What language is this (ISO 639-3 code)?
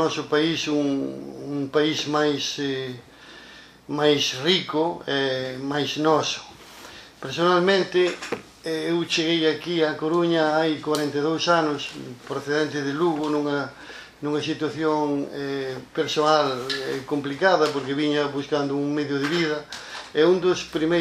glg